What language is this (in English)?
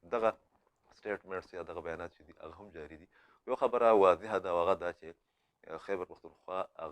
Pashto